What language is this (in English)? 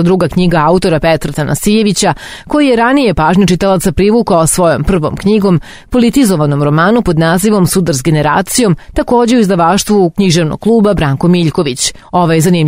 Serbian